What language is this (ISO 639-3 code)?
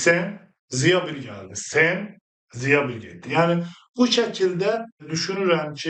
aze